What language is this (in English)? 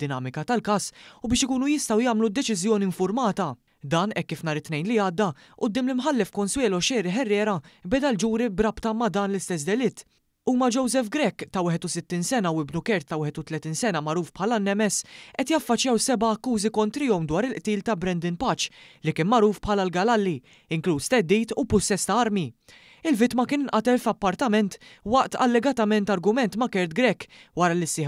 Maltese